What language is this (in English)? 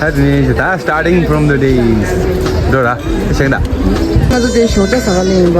Tibetan